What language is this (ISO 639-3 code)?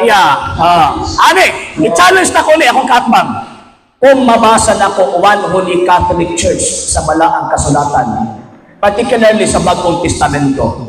ceb